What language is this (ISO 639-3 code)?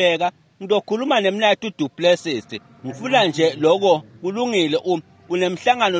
ssw